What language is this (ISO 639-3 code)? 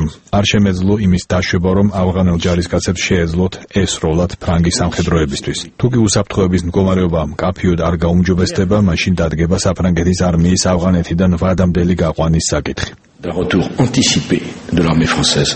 kat